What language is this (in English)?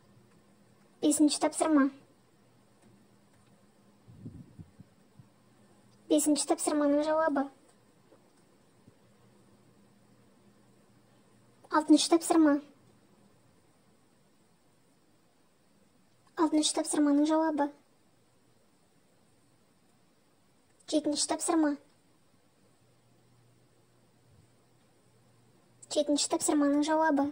Kazakh